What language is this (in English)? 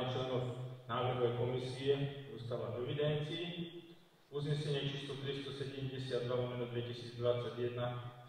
Slovak